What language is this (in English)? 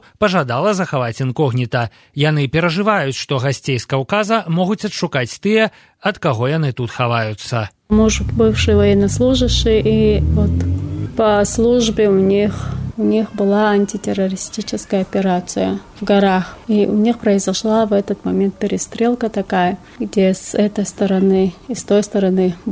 Belarusian